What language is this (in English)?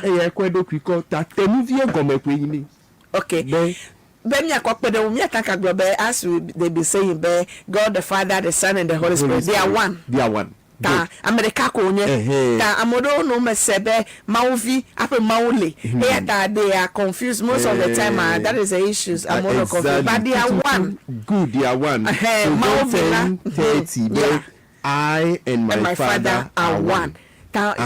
Ewe